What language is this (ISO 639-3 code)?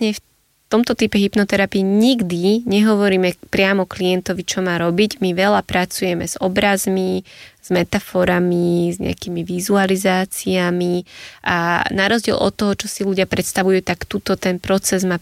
slk